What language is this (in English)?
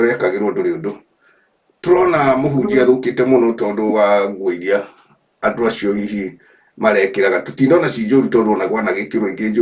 Kikuyu